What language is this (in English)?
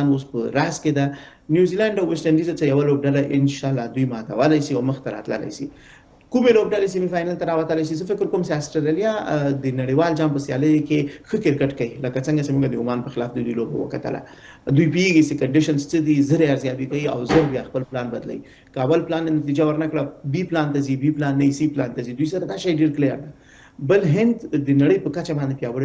Pashto